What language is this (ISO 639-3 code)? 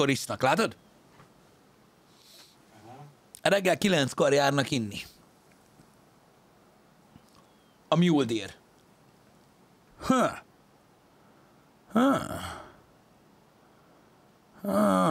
hun